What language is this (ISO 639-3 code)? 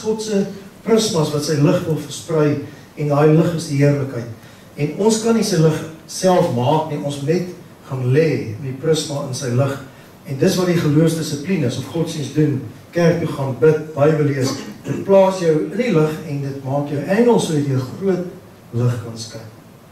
afr